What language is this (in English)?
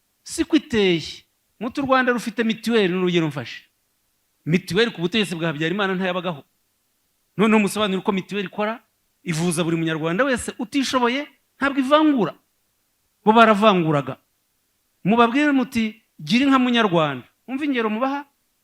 Kinyarwanda